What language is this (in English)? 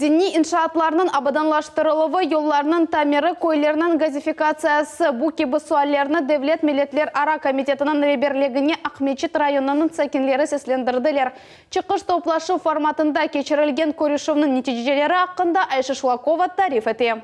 Crimean Tatar